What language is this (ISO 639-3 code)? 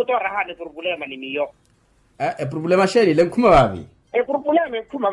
vmw